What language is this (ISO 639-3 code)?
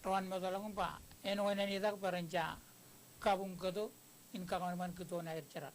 mah